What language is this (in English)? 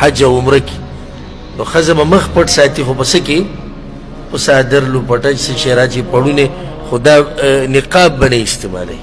Pashto